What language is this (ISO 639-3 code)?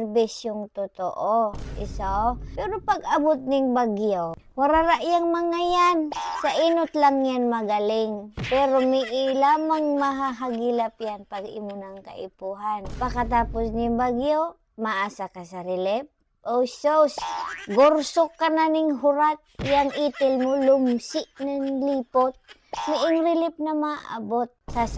bik